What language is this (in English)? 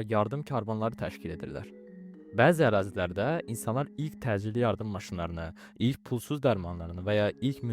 Azerbaijani